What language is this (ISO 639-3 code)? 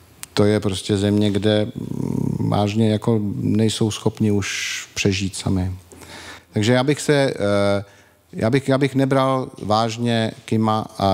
ces